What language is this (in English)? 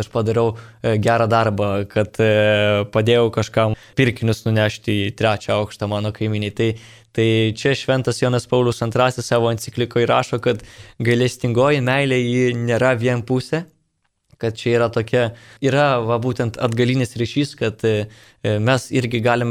Lithuanian